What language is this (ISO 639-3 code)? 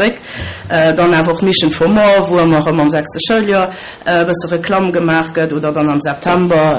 ltz